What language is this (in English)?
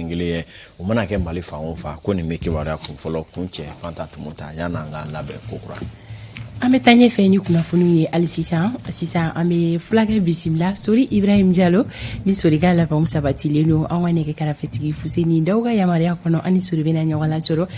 Bambara